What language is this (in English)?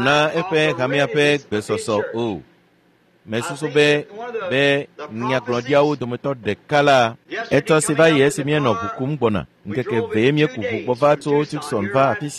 Ewe